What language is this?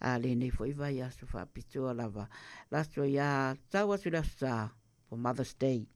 Samoan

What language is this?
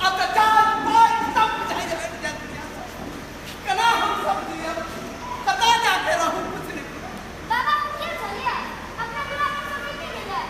Maithili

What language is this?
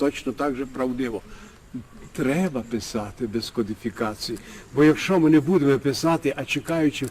Rusyn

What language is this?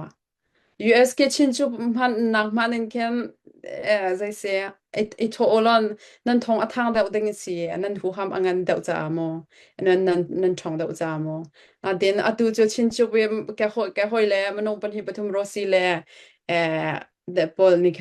Hakha Chin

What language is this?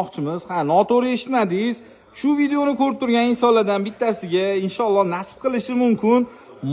Uzbek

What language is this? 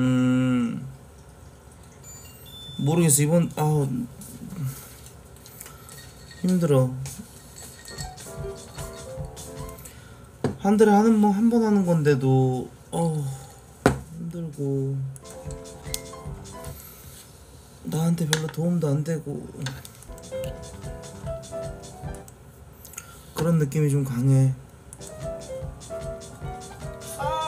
Korean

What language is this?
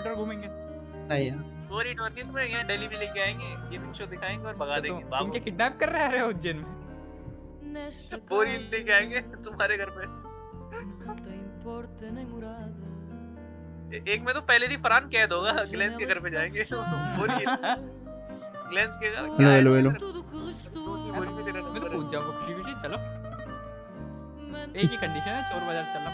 Hindi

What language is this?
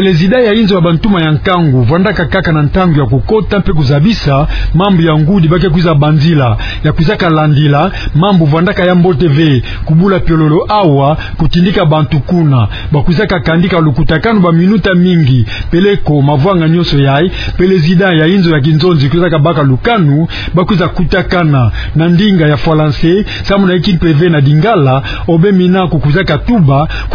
Kituba (Democratic Republic of Congo)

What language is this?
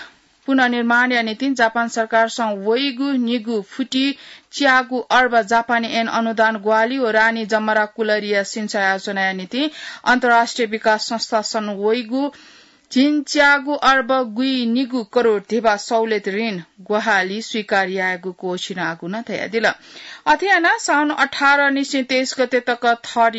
Newari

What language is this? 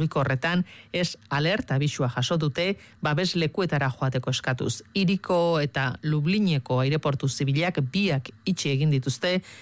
Basque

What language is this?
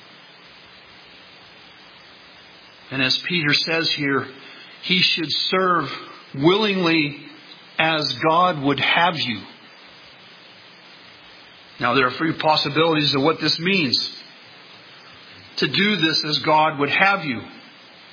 English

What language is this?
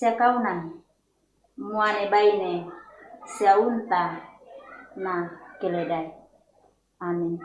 Toraja-Sa'dan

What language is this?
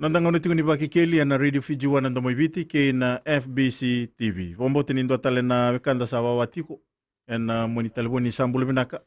Fijian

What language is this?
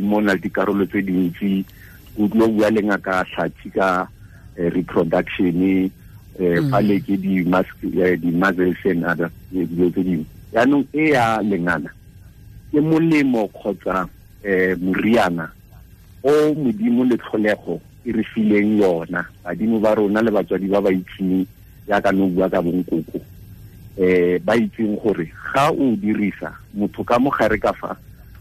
Tswana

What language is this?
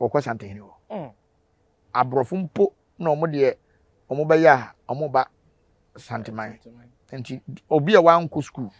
Akan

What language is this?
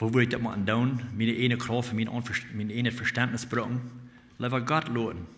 Plautdietsch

